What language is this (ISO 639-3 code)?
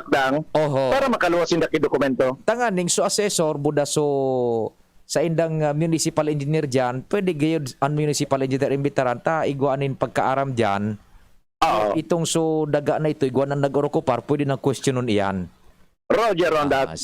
bik